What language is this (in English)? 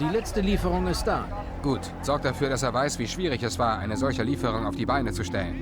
Bavarian